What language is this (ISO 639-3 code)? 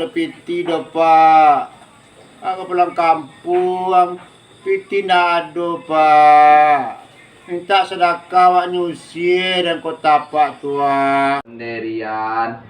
min